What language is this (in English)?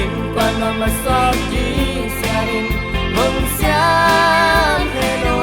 Tedim Chin